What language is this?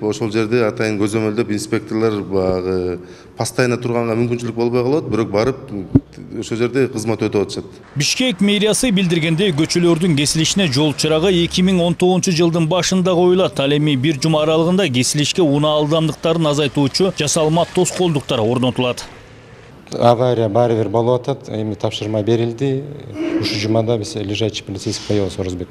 Kyrgyz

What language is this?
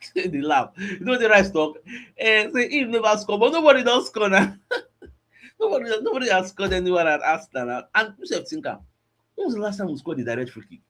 Nigerian Pidgin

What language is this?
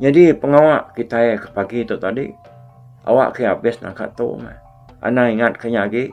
Iban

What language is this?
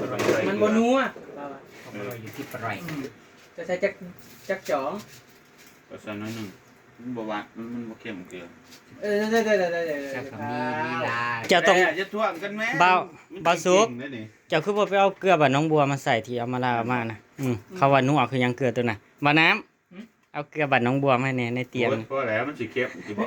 Northeastern Thai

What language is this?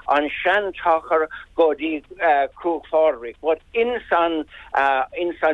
Irish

